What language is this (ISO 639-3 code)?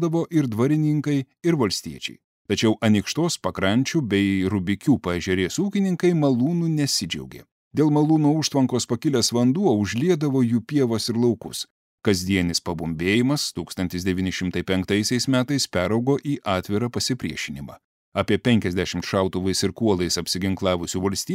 lit